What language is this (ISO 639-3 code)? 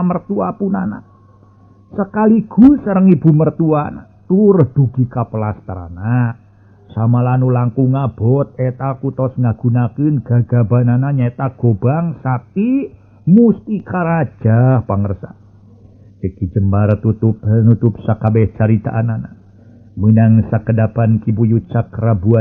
sun